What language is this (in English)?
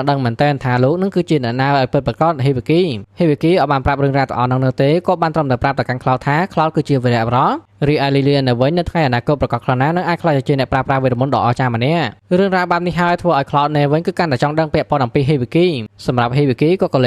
Khmer